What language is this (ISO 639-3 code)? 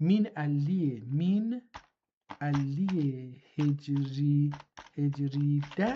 azb